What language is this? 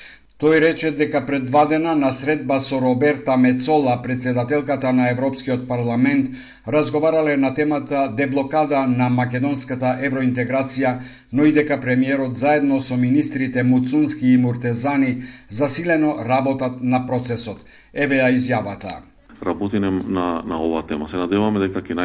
Macedonian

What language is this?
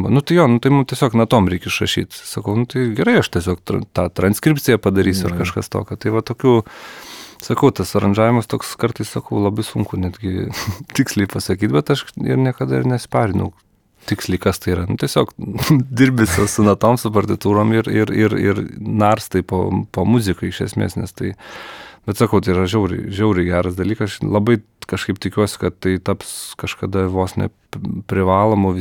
Lithuanian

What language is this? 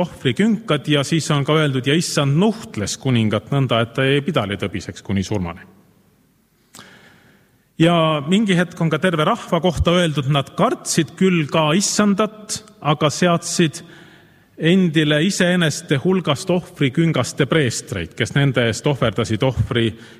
Estonian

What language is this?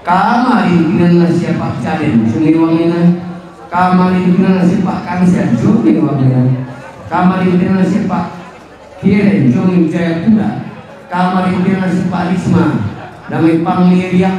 Toraja-Sa'dan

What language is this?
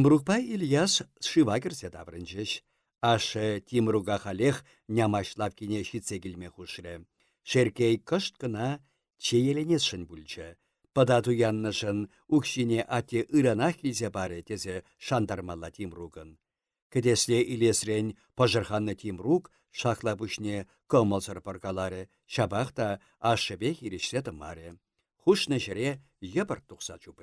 Chuvash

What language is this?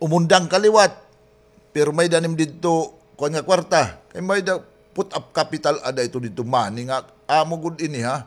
Waray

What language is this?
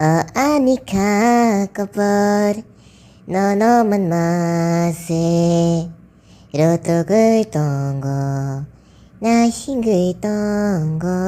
Kok Borok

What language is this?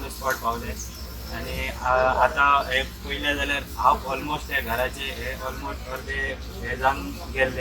Konkani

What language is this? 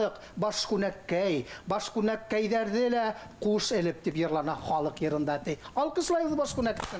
Bashkir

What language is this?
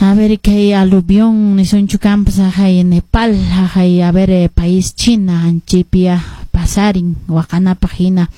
Quechua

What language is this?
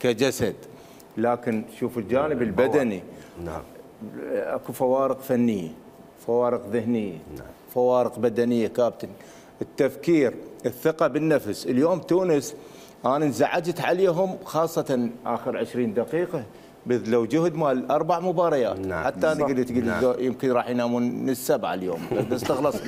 Mesopotamian Arabic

